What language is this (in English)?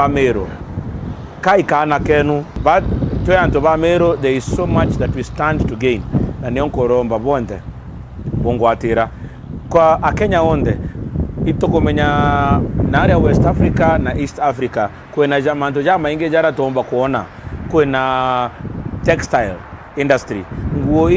Meru